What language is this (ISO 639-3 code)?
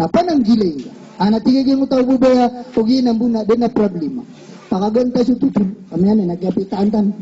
mrw